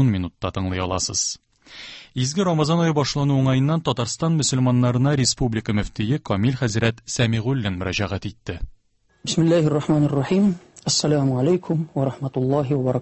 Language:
Tatar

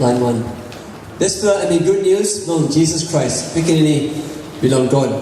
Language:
Tok Pisin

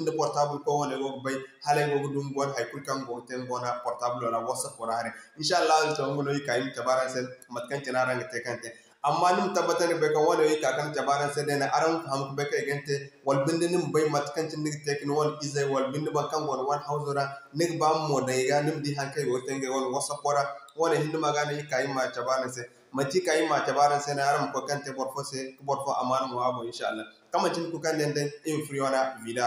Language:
Zarma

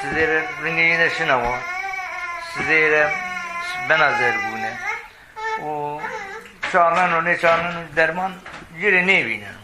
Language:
Zaza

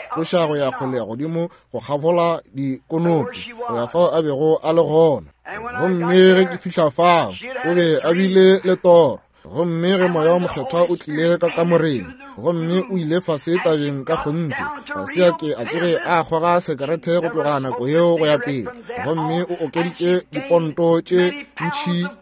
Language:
Northern Sotho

